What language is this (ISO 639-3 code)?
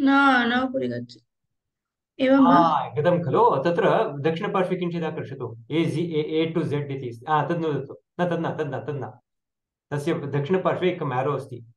san